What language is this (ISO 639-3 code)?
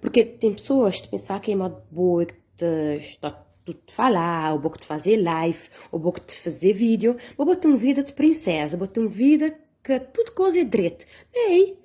kea